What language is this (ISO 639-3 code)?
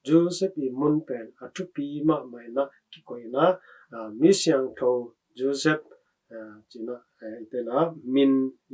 ctd